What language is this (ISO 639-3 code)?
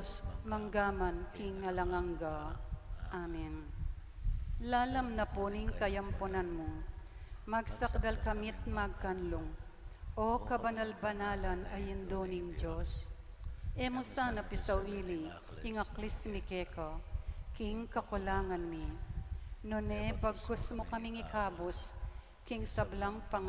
pam